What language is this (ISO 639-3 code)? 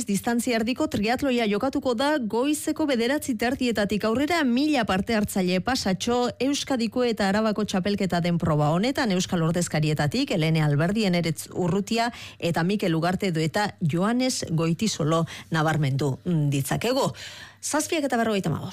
eus